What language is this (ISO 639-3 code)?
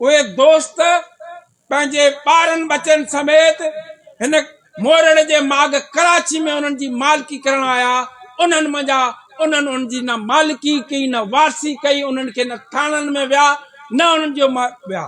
snd